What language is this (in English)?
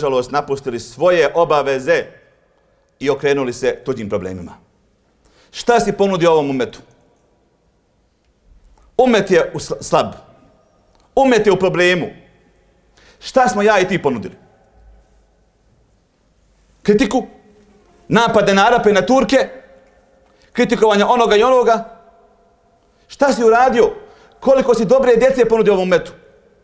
Bosnian